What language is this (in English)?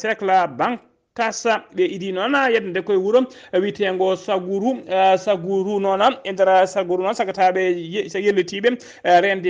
Fula